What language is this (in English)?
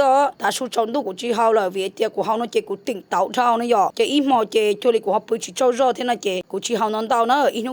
Hmong